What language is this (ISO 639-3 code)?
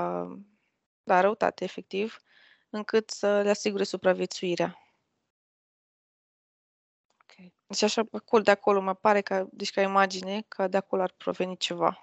ron